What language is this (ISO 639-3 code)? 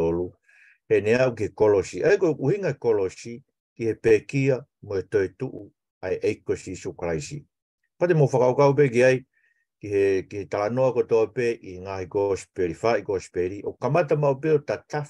ton